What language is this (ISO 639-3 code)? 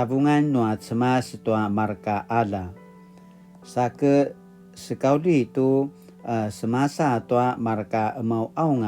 pwn